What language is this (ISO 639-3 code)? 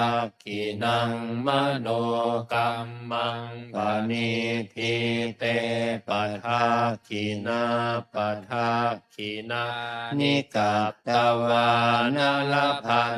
pli